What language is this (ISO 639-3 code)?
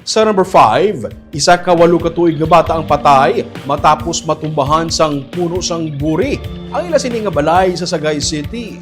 hil